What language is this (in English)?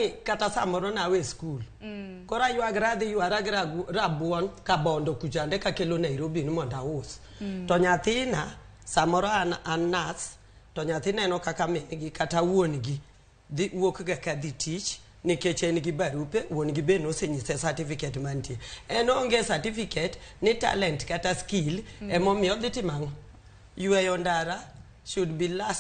Luo (Kenya and Tanzania)